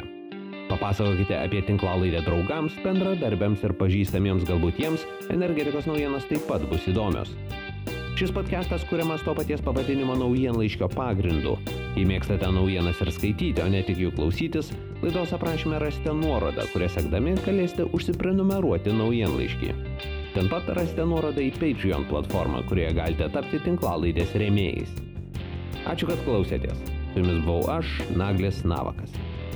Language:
Lithuanian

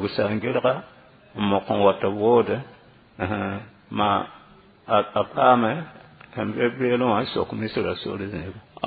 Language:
Mossi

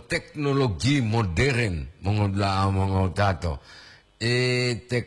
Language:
Gorontalo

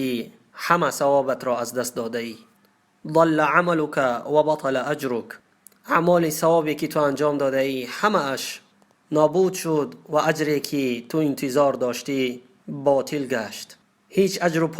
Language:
Tajik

